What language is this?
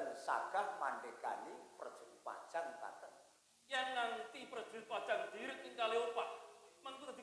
Javanese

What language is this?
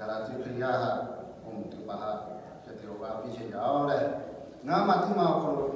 Lahu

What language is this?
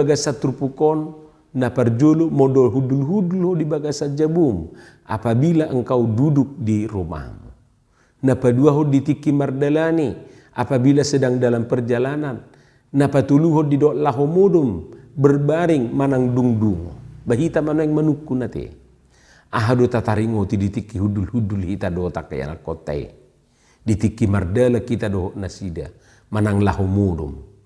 Batak Toba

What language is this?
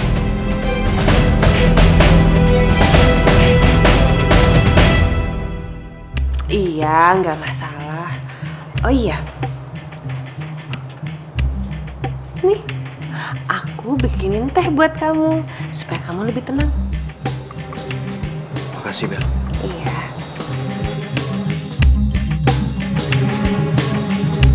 Indonesian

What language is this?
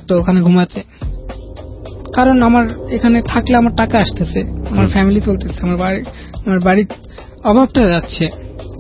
Bangla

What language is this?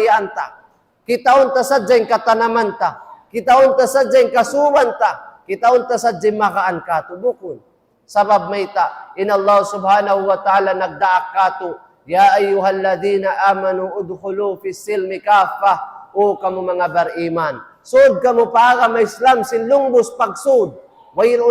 Tausug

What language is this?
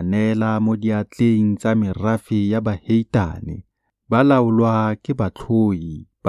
Tswana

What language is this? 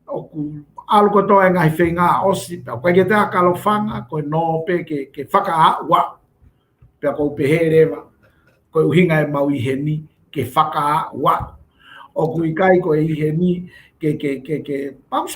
Tongan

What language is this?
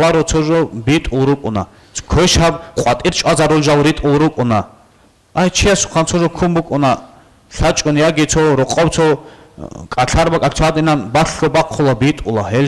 Avaric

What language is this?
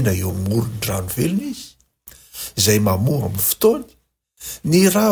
Malagasy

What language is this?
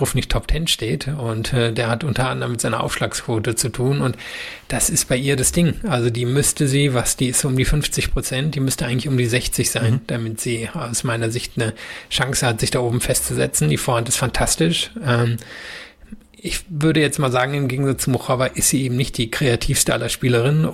German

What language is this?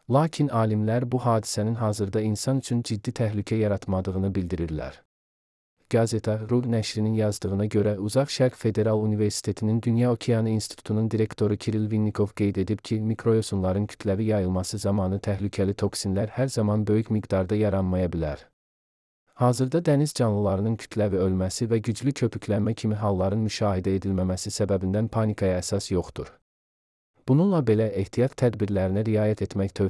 Azerbaijani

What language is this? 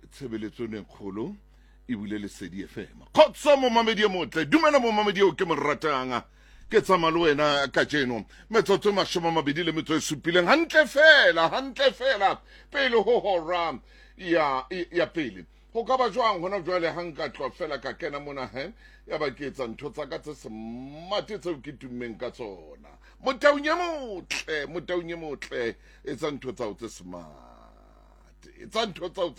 Southern Sotho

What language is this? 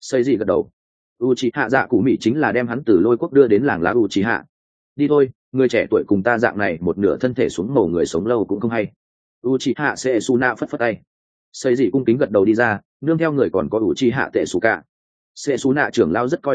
Vietnamese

